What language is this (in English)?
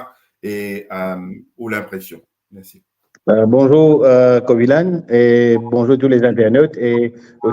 Morisyen